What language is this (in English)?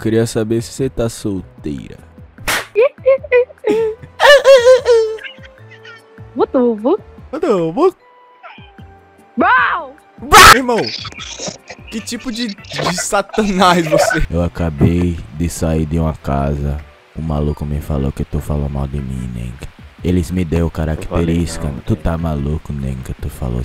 Portuguese